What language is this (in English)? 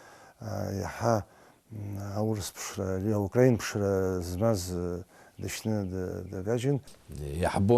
Abkhazian